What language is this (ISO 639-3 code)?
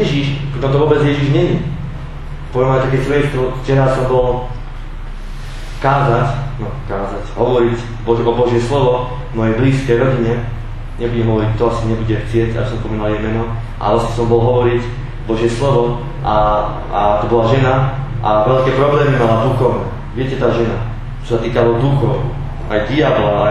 slk